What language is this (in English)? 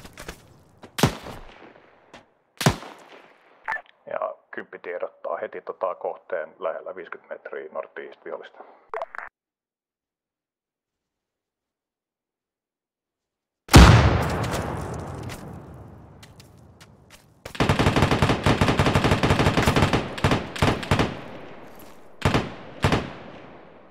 Finnish